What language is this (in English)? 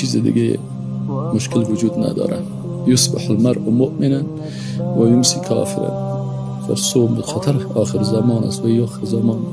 Persian